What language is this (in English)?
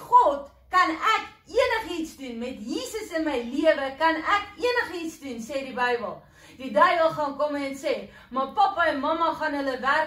Afrikaans